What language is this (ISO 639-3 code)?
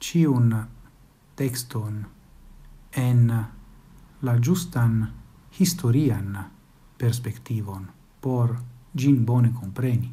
epo